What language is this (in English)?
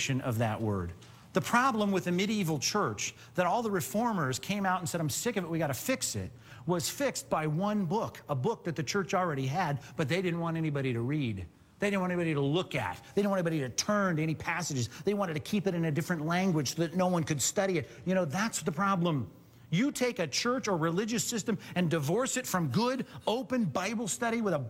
English